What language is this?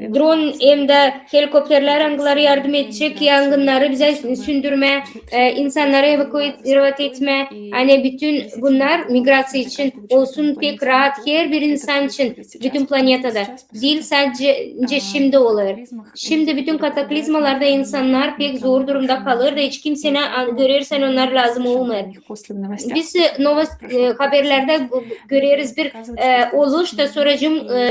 Gagauz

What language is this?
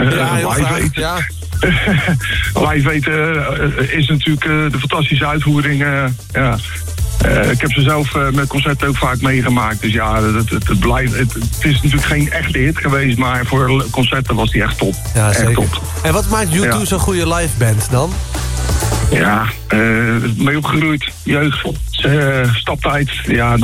Dutch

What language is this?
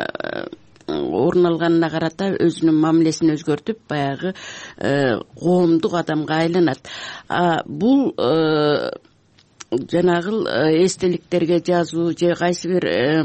Kyrgyz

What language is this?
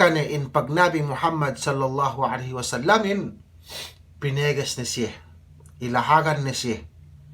Yakan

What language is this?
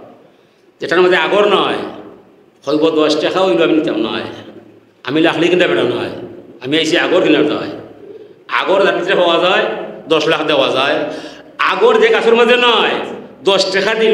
Sylheti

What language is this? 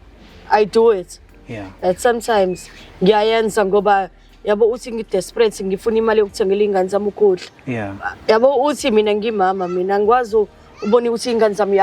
Zulu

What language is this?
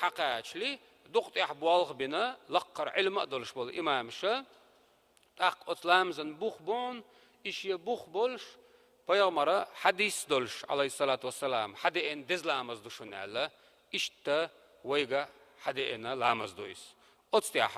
Chechen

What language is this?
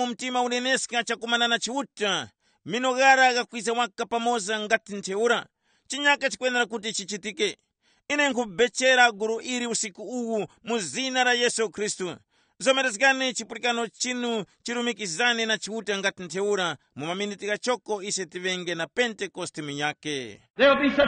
Tumbuka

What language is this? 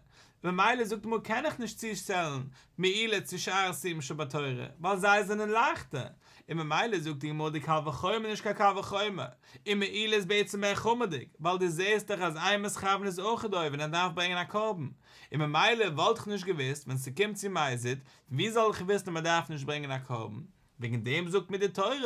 Yiddish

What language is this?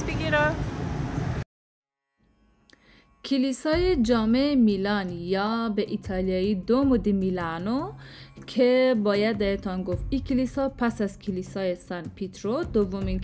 Persian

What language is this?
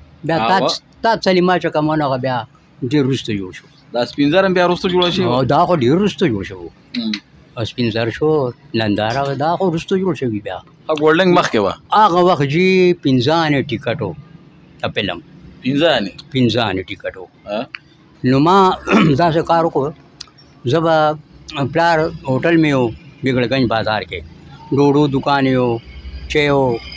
Pashto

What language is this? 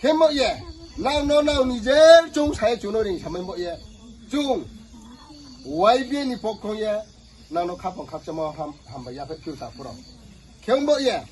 Riang (India)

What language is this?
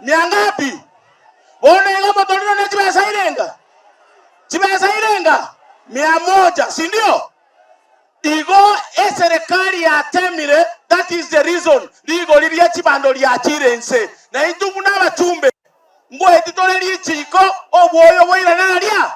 Gusii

